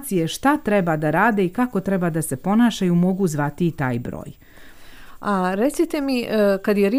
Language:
Serbian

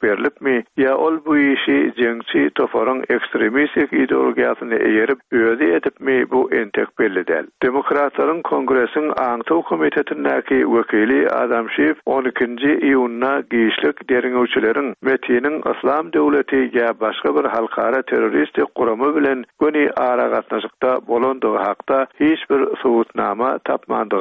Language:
Turkmen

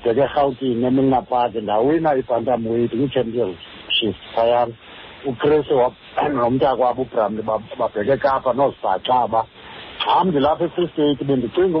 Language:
Xhosa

